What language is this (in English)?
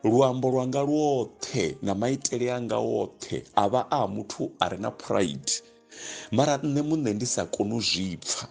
Venda